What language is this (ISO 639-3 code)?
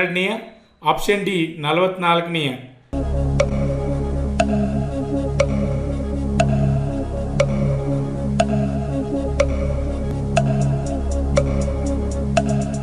kan